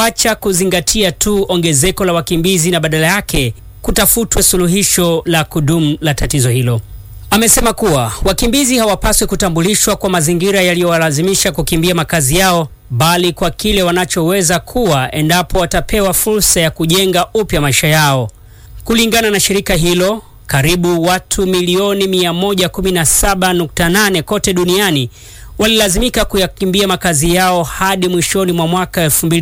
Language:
Swahili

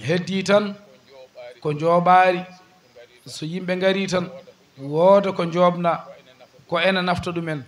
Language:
Fula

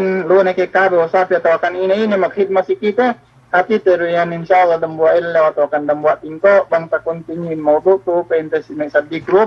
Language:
Yakan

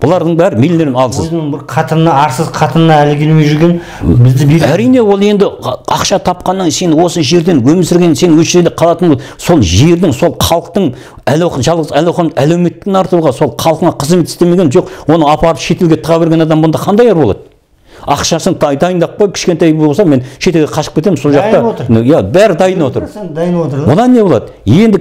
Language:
Kazakh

